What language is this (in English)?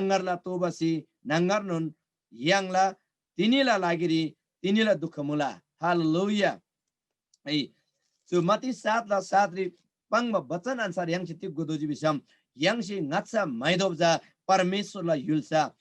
Eastern Tamang